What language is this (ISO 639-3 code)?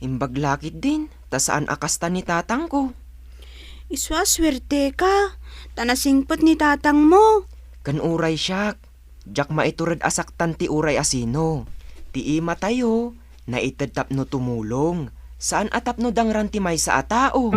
ilo